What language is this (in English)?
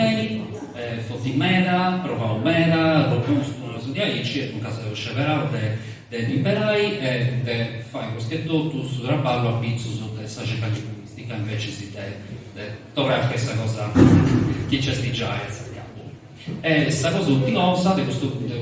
Sardinian